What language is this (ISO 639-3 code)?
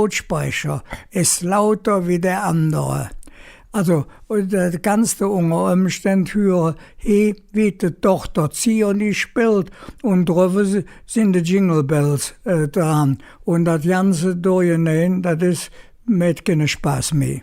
ksh